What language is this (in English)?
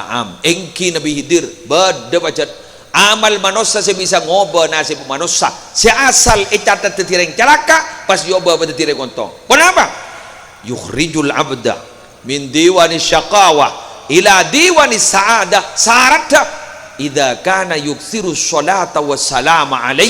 Madurese